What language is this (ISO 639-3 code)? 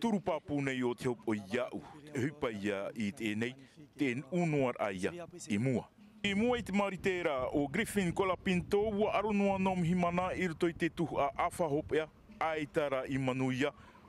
tah